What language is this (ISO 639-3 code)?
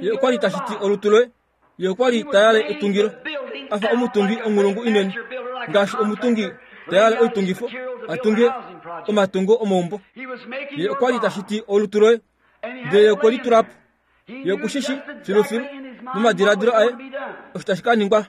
kua